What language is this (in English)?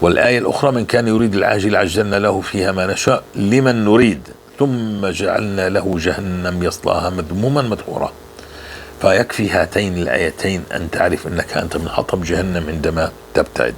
North Levantine Arabic